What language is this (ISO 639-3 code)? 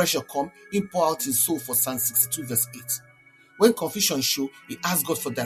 pcm